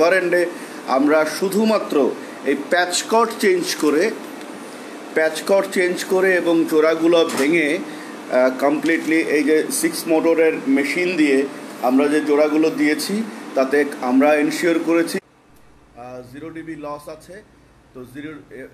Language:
Bangla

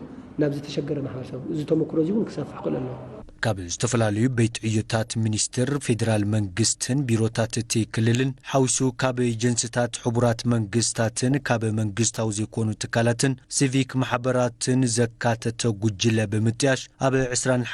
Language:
Tigrinya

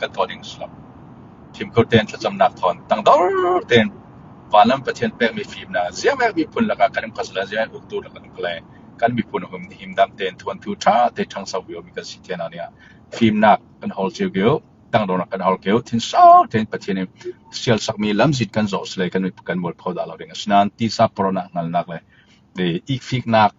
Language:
Falam Chin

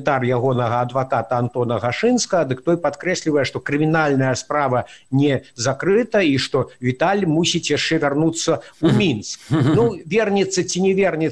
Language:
Belarusian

